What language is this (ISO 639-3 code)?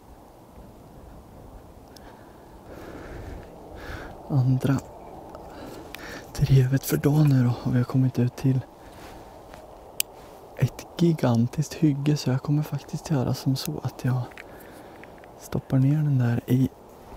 swe